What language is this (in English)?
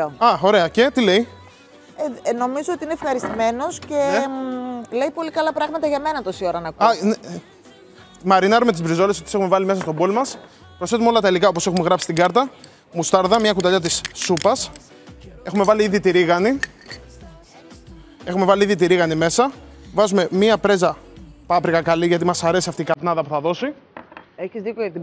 Greek